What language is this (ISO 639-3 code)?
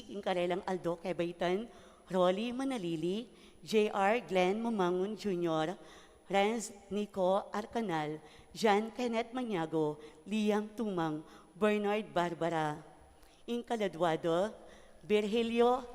pam